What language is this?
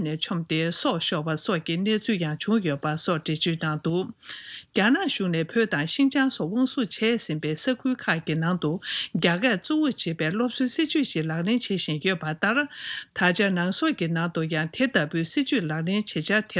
Tibetan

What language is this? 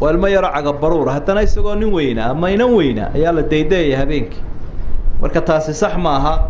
Somali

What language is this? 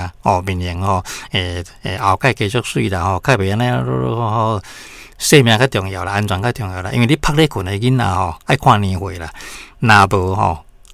Min Nan Chinese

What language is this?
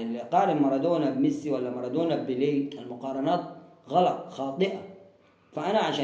Egyptian Arabic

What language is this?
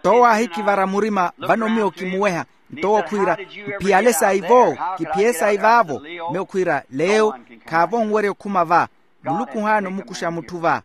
Makhuwa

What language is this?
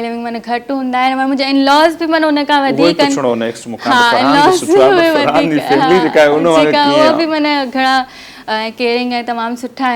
Sindhi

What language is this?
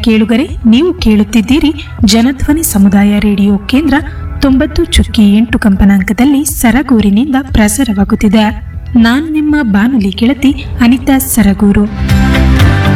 Kannada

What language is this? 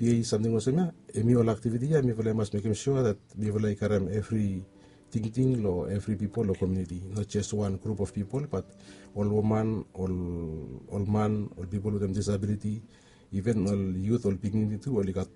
Bislama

